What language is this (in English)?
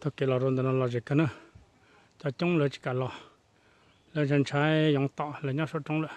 Hmong